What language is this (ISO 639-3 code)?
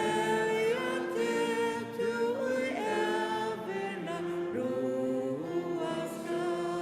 fao